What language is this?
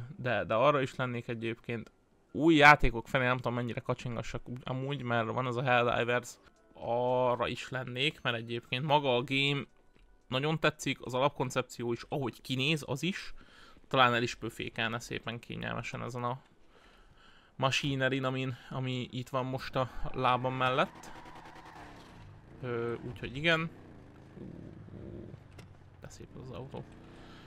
Hungarian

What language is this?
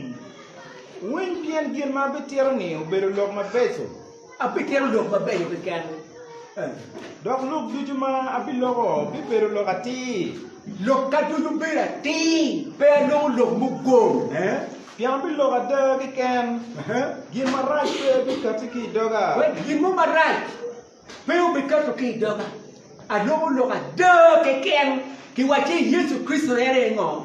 Acoli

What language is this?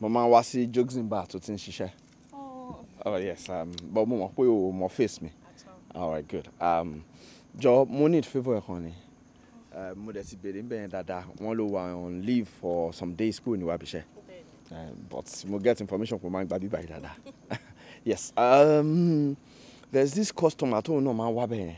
Yoruba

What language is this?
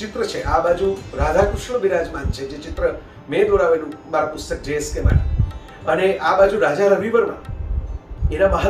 Gujarati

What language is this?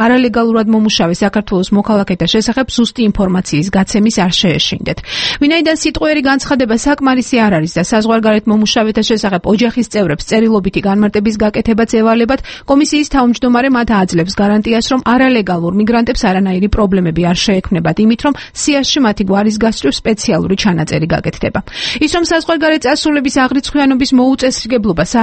Georgian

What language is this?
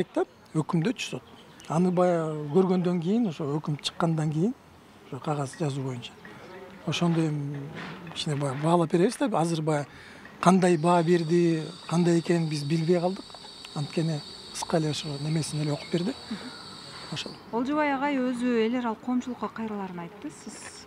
Kyrgyz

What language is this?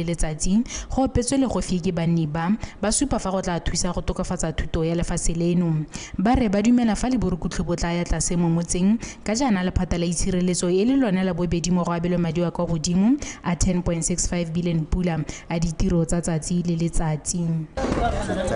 Tswana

